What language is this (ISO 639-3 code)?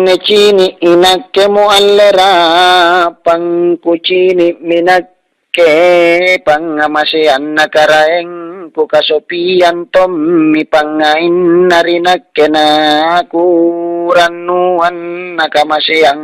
mak